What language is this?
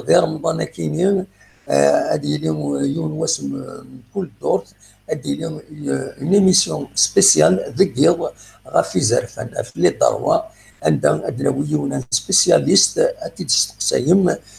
Kabyle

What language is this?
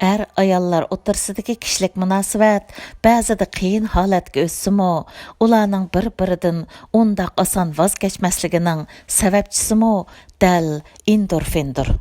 Uyghur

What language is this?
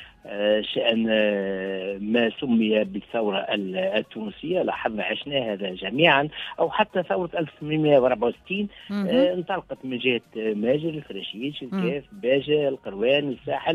Tunisian Arabic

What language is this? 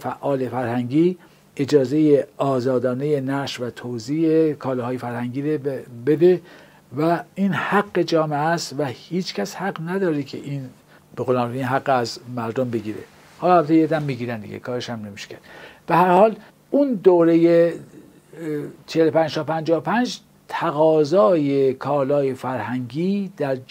Persian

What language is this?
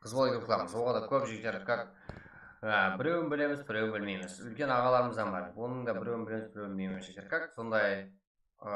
Kara-Kalpak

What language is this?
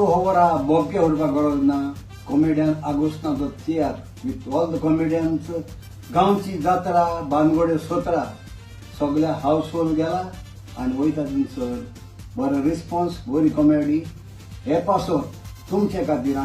Konkani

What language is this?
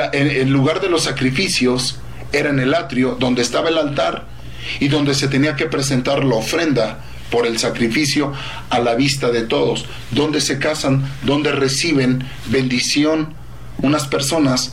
Spanish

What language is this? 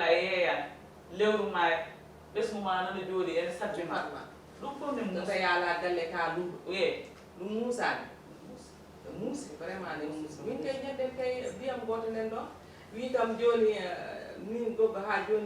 Fula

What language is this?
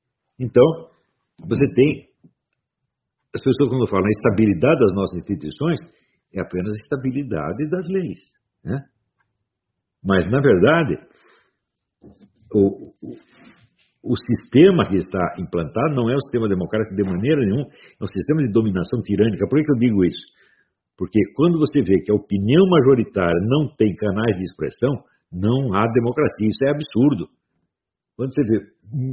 Portuguese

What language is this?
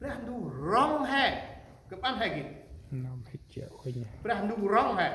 Central Mnong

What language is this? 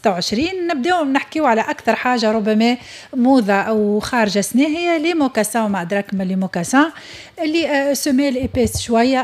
Tunisian Arabic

